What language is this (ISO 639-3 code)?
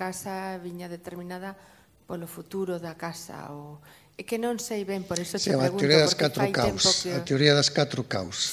glg